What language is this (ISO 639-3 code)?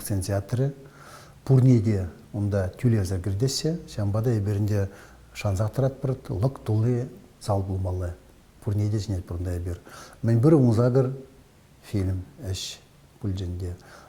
chv